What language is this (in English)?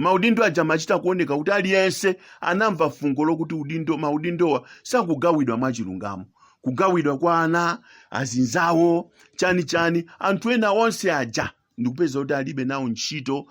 Nyanja